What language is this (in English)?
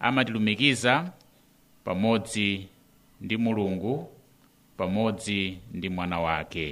Nyanja